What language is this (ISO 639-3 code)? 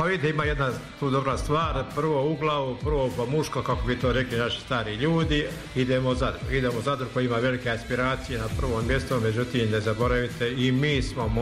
hrv